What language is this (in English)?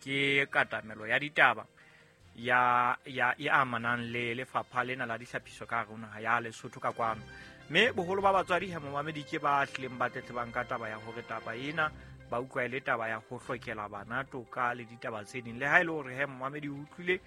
Southern Sotho